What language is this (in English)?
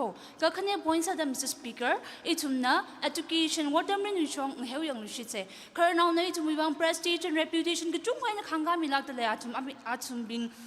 Tangkhul Naga (India)